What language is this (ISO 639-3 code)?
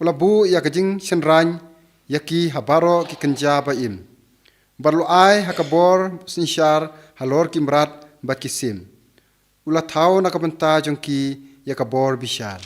kha